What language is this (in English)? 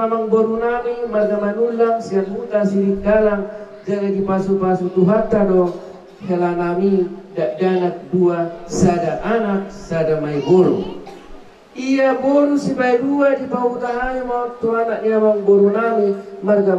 Batak Toba